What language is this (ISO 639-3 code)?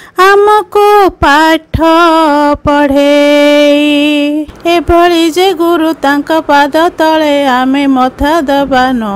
ori